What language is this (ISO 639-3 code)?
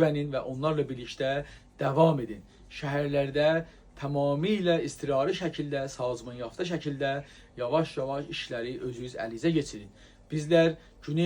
azb